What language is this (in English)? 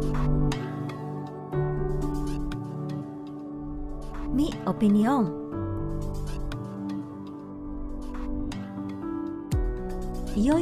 Japanese